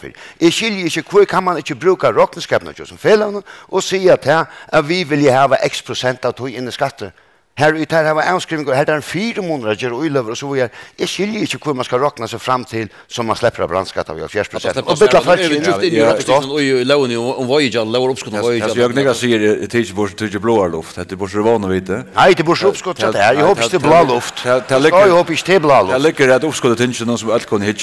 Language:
Faroese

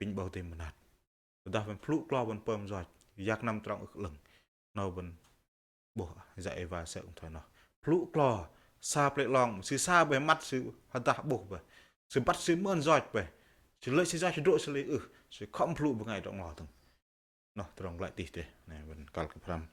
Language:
Bahnar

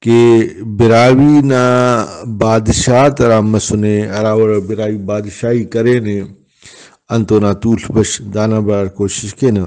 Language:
Brahui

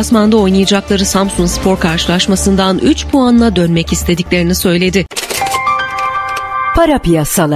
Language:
Turkish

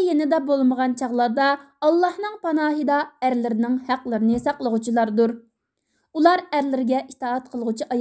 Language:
Uyghur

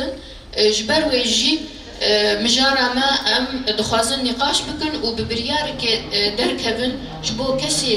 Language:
Kurdish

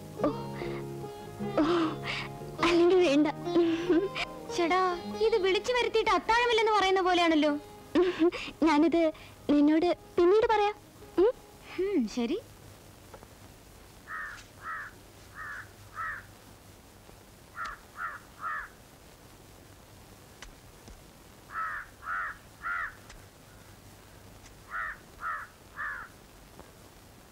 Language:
Malayalam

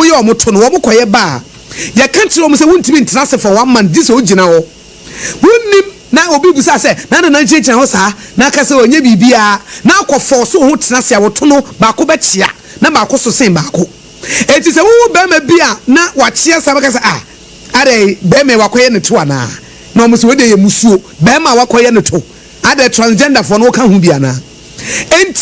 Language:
Akan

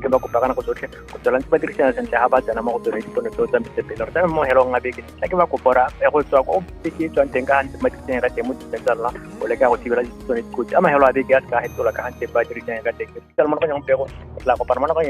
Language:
Tswana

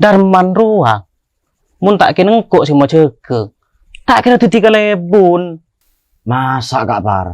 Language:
Madurese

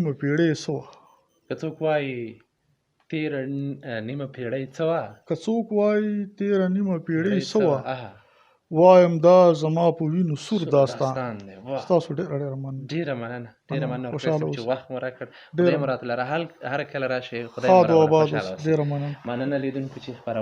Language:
Pashto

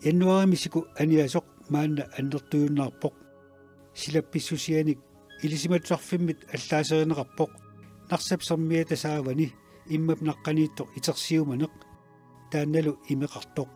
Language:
Kalaallisut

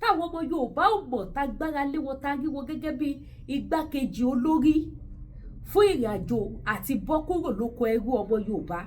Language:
Yoruba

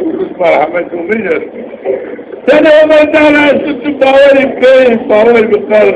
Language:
Zaza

